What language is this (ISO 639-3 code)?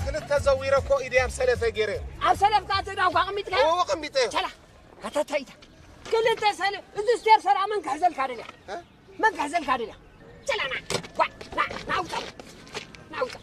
tir